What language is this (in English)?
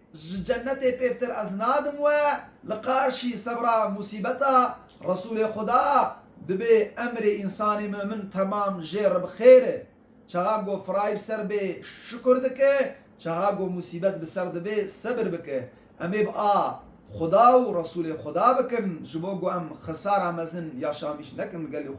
Kurdish